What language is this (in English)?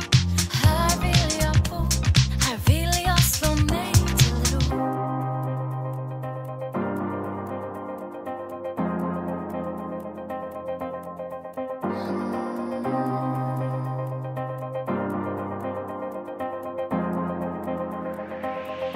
Swedish